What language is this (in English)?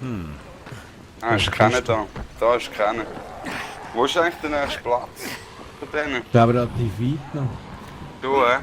Swiss German